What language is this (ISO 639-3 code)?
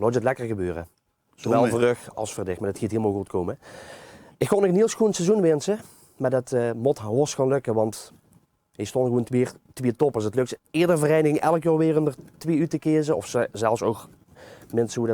lim